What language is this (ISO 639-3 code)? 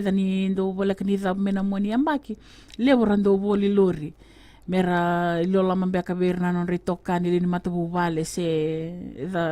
fij